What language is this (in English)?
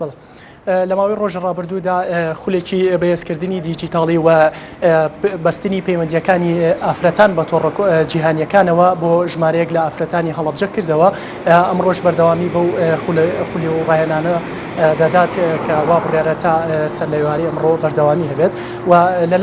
Central Kurdish